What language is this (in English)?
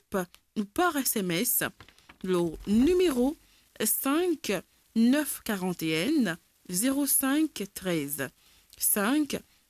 Morisyen